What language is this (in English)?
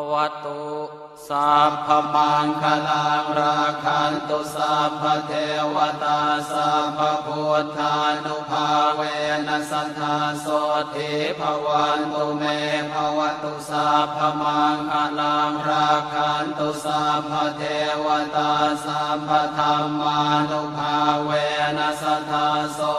Pali